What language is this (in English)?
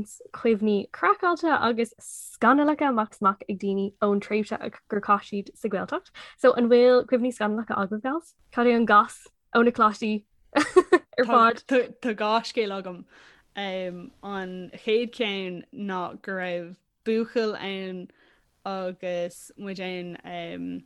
Irish